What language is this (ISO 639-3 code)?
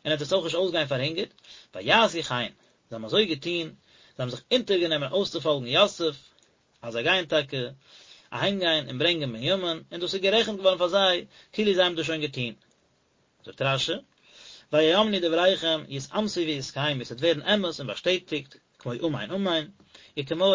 yid